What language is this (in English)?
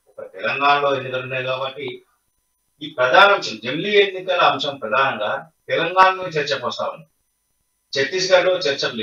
Telugu